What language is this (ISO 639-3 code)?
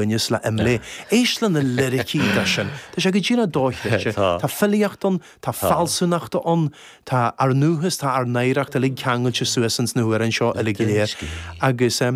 gle